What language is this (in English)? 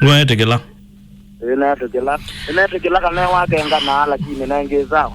Kamba